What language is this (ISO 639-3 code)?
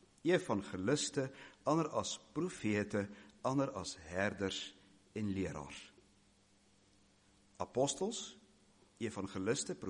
afr